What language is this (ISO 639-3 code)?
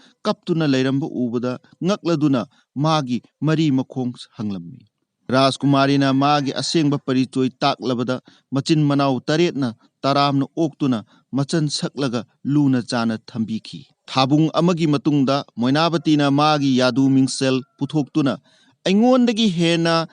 mni